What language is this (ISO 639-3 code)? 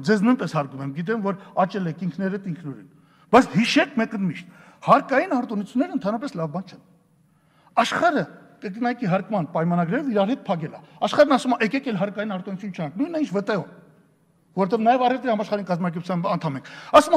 hye